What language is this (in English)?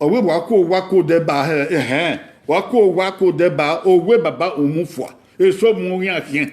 Bini